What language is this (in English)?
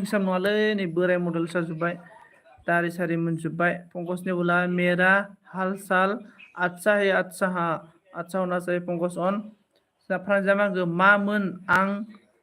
Bodo